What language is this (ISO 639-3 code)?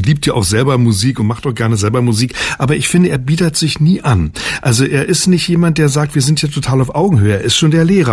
deu